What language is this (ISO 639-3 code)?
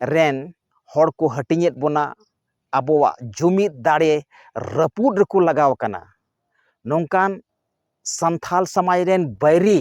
sat